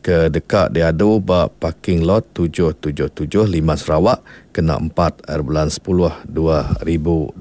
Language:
Iban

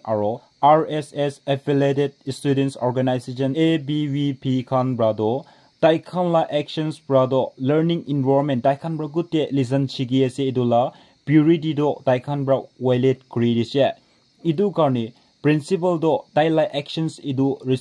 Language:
Naga Pidgin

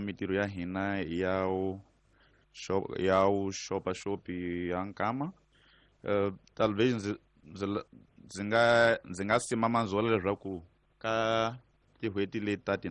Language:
Tsonga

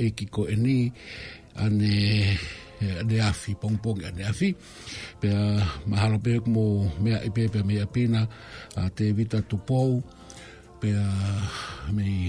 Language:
Tongan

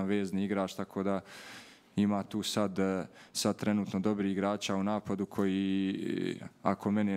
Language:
Bosnian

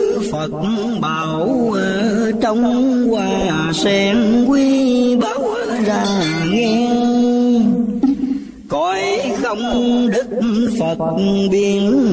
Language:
Vietnamese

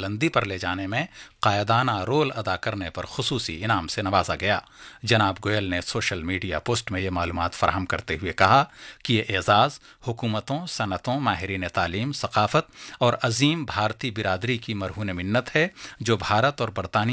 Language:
Urdu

